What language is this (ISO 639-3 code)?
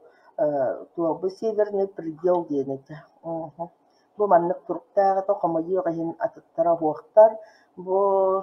sah